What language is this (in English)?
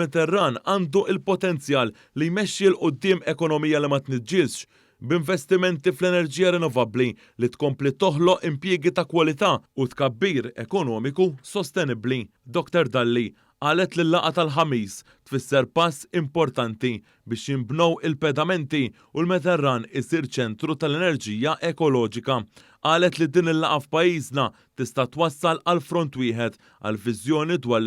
Maltese